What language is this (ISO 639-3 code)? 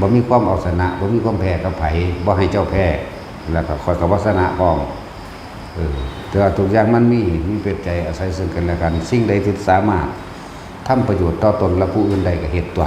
tts